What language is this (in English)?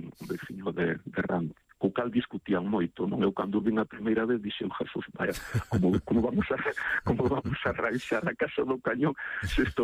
Galician